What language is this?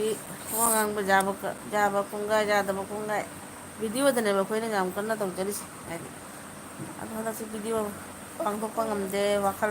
Manipuri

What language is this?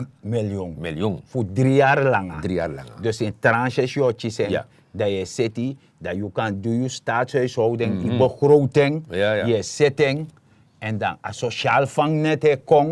Sranan Tongo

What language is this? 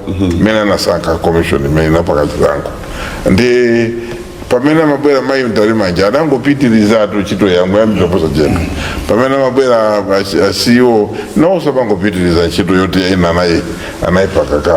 Nyanja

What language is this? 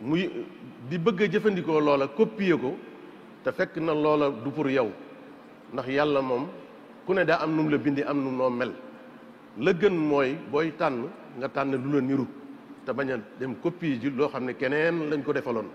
Wolof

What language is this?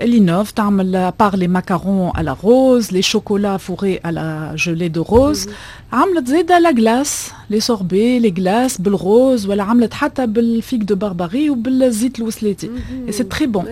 Tunisian Arabic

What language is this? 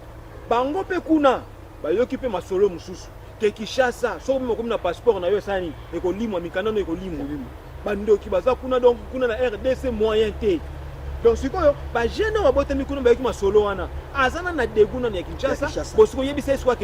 Lingala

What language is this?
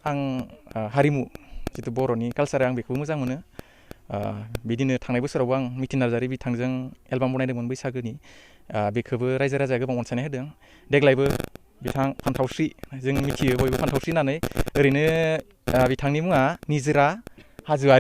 Bodo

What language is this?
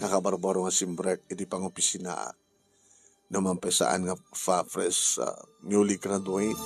Iloko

